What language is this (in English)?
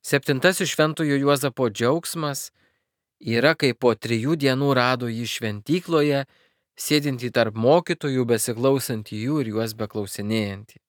Lithuanian